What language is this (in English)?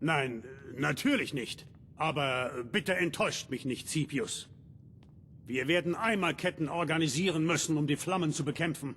Bavarian